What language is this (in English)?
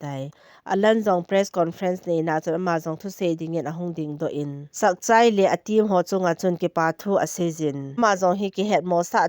Thado Chin